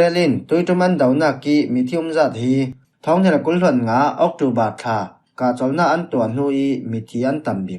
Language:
Falam Chin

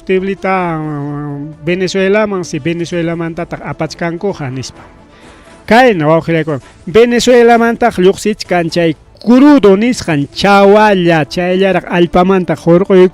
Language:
Ayacucho Quechua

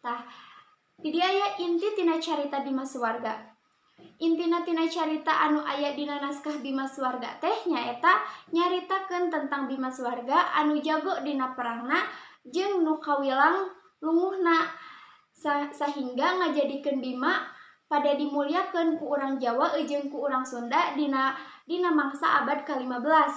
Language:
Sundanese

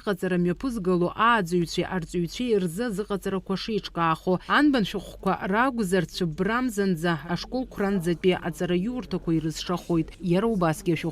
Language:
Abkhazian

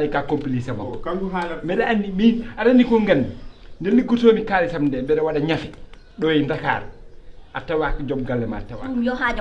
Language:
Fula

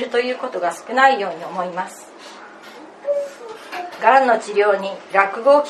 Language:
Japanese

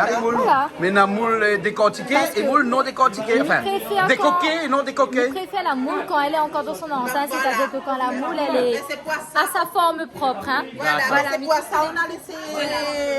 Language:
Réunion Creole French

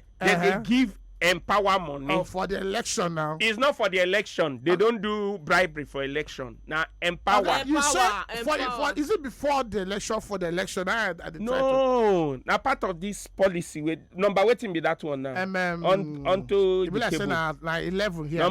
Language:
Nigerian Pidgin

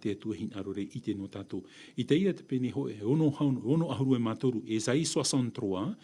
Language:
Tahitian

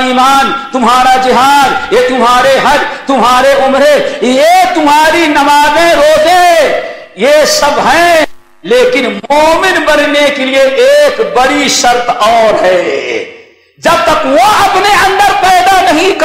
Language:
Urdu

